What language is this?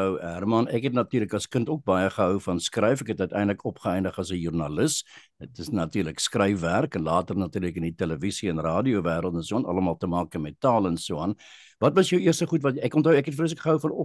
Afrikaans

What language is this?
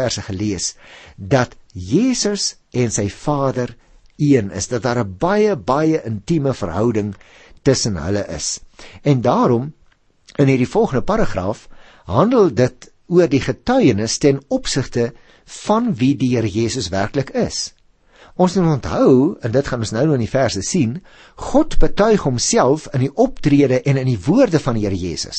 Afrikaans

